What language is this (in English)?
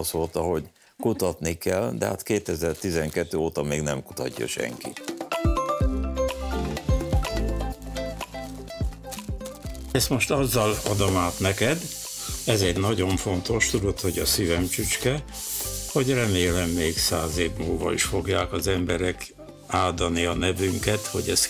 Hungarian